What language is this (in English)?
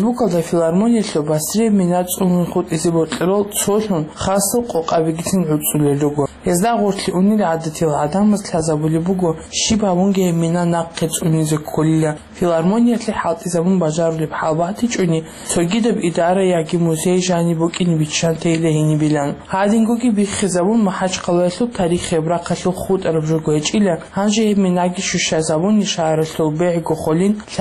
Avaric